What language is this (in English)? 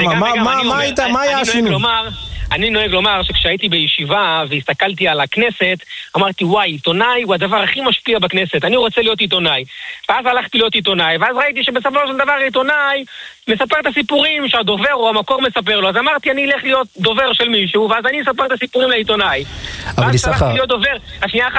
Hebrew